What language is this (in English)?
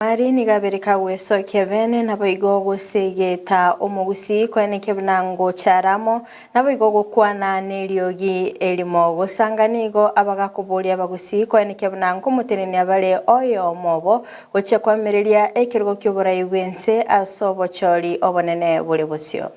Gusii